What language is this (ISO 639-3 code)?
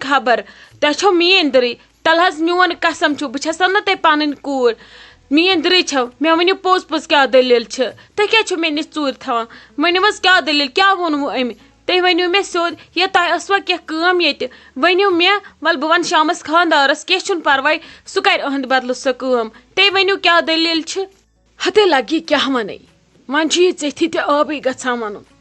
kas